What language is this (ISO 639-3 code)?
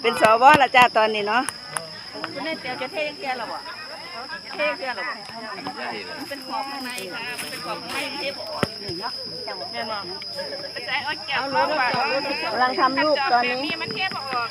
lao